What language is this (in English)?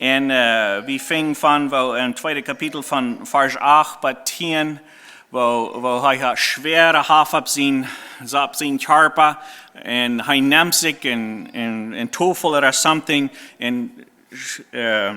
Plautdietsch